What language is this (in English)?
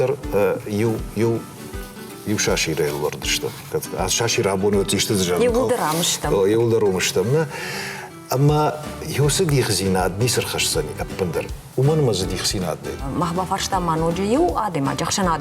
Ossetic